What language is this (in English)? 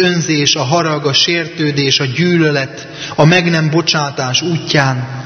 Hungarian